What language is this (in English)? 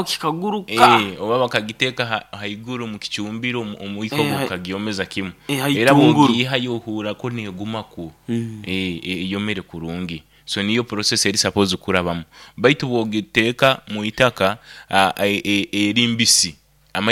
Nyoro